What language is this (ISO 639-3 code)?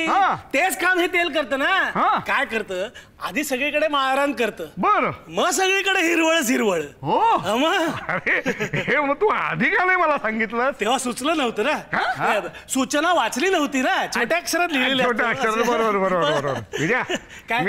mar